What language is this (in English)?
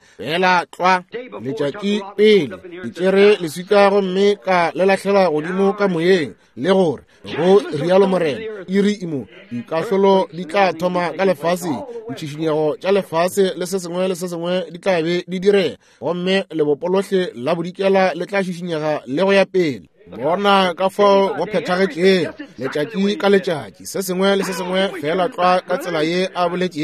Northern Sotho